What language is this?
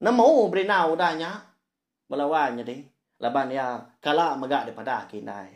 Iban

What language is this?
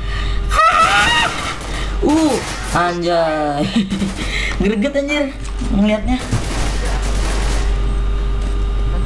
Indonesian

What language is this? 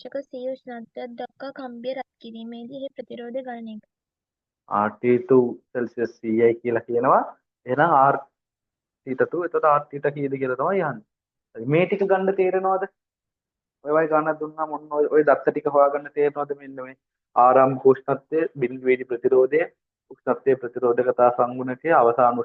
Sinhala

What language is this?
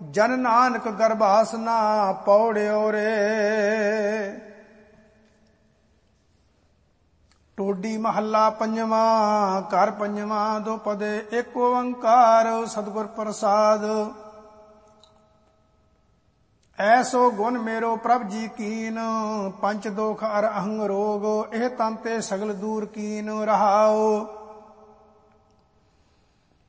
Punjabi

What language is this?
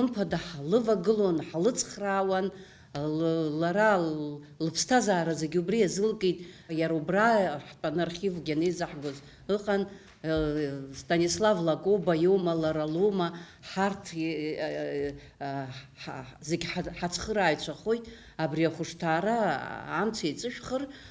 Abkhazian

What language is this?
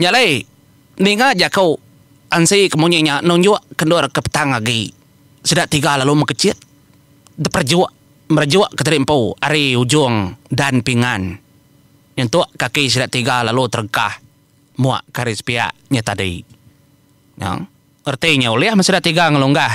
Iban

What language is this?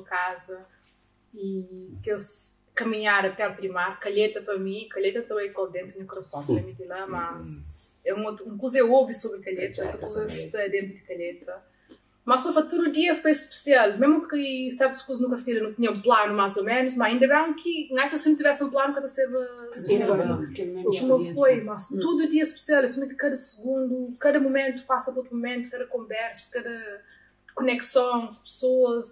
Kabuverdianu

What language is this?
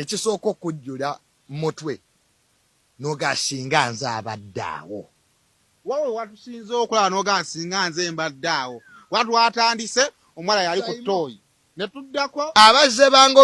Ganda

